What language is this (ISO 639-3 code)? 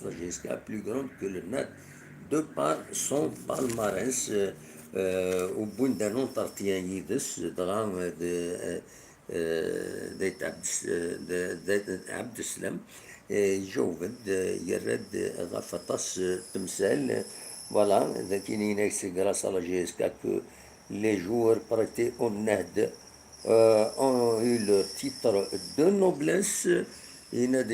kab